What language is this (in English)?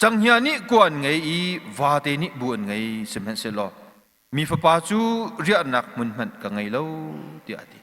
Hakha Chin